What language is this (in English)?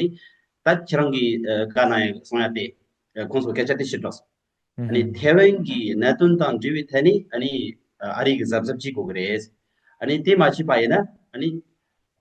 Tibetan